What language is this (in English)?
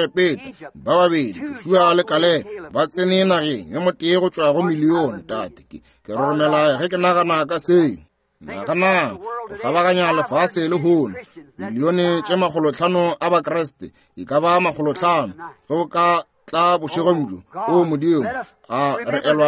Northern Sotho